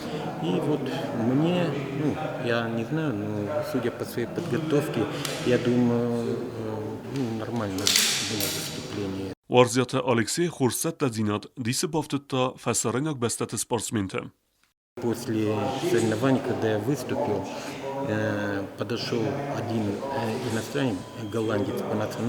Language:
Ossetic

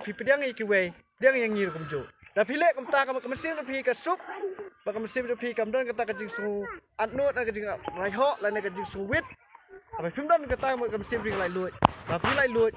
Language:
Khasi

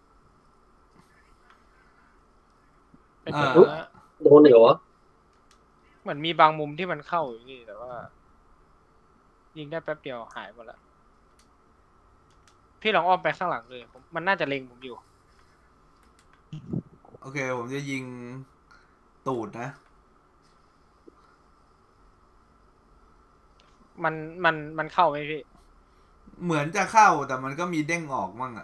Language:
Thai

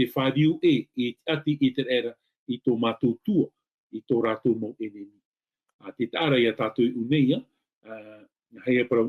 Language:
Tahitian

